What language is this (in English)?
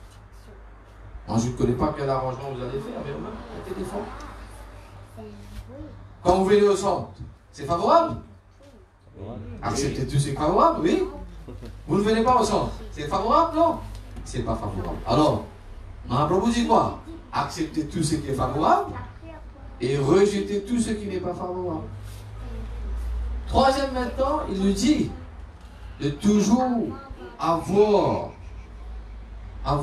French